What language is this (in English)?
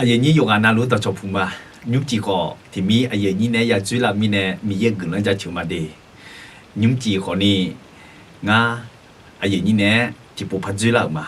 Akha